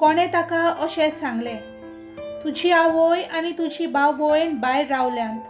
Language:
Konkani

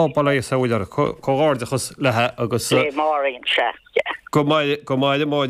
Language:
Irish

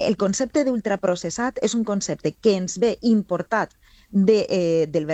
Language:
Catalan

